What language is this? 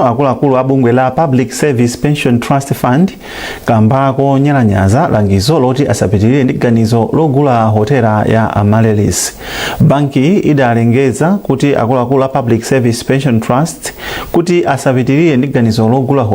Nyanja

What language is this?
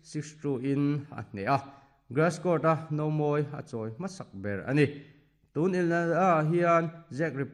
Mizo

